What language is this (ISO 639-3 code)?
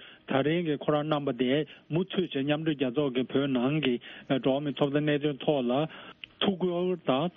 bod